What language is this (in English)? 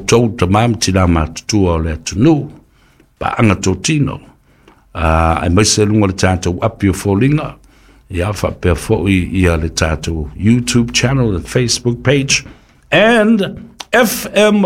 Samoan